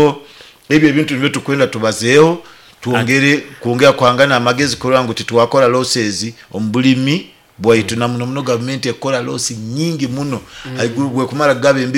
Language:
Nyoro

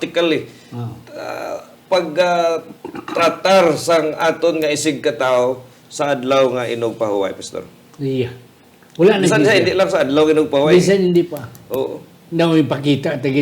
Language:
Hiligaynon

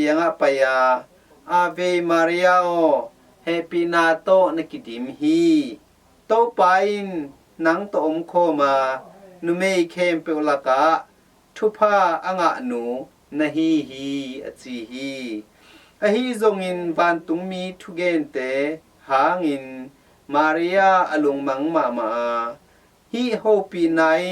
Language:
Tedim Chin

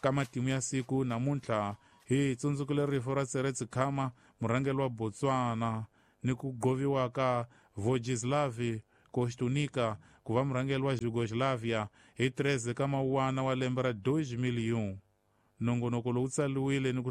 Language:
Tsonga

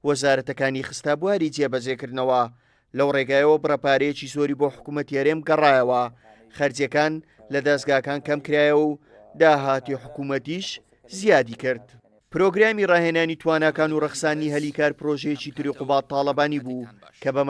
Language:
Central Kurdish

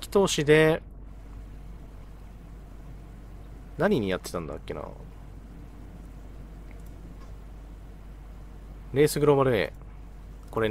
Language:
Japanese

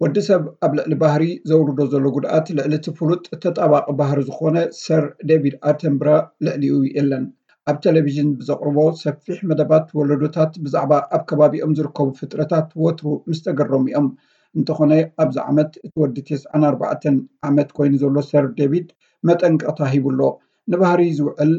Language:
Tigrinya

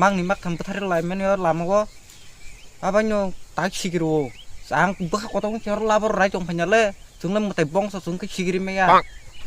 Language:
Kok Borok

